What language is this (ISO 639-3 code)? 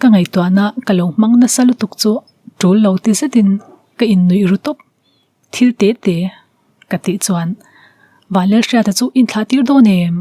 lus